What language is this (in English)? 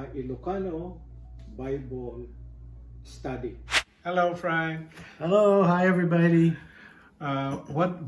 Iloko